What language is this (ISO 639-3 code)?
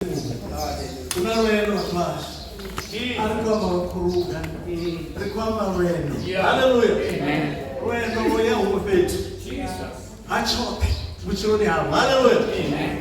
ven